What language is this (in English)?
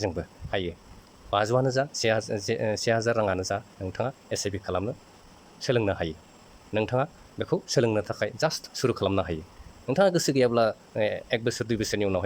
Bodo